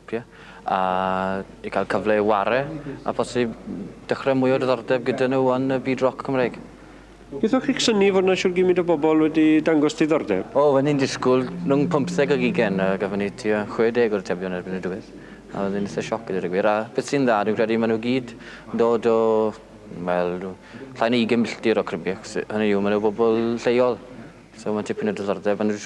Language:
Welsh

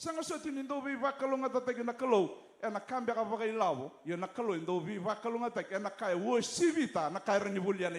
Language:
Fijian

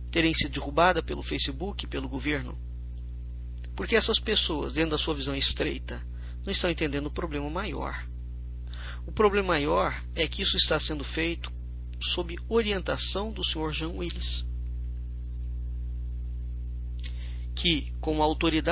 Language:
Portuguese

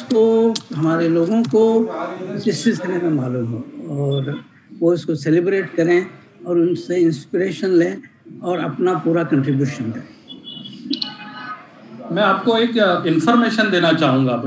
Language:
Hindi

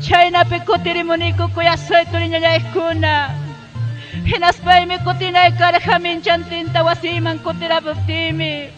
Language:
Ayacucho Quechua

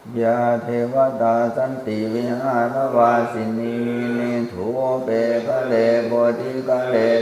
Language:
Pali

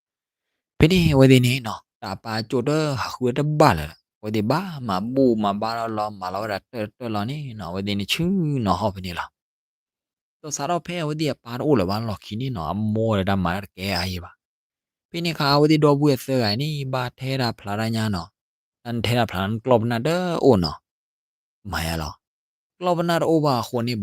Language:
S'gaw Karen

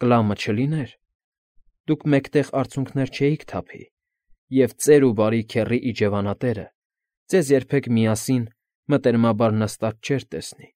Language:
Armenian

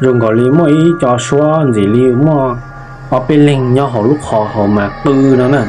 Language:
Hmong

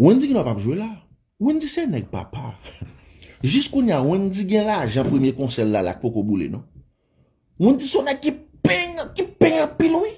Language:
Haitian Creole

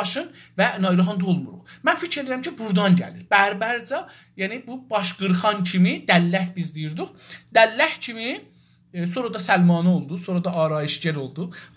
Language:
South Azerbaijani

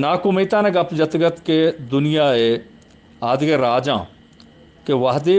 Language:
Eastern Balochi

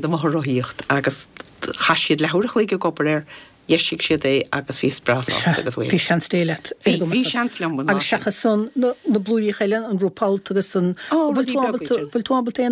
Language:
Irish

